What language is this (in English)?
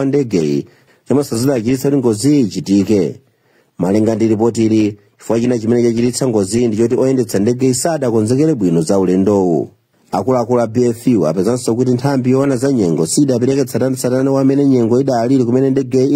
Nyanja